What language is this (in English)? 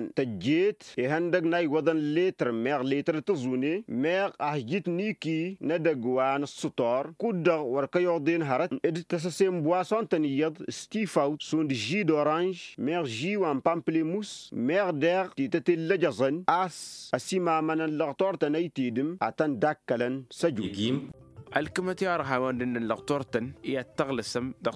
Tamasheq